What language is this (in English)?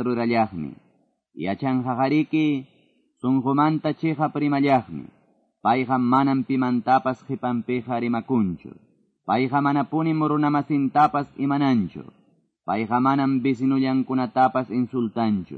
Quechua